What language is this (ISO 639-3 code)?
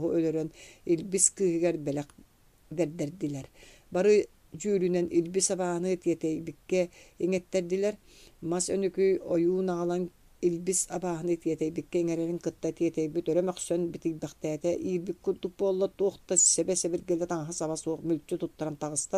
sah